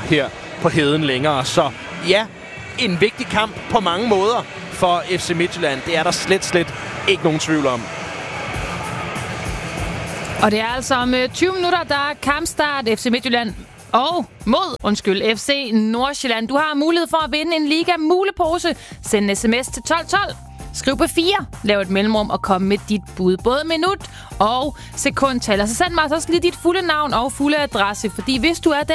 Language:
Danish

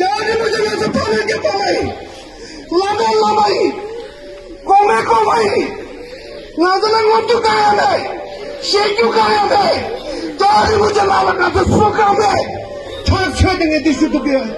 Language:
Tibetan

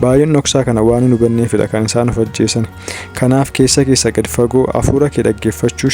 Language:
Oromo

